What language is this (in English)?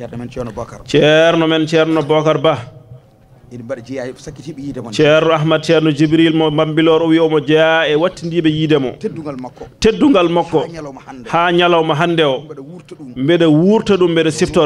Fula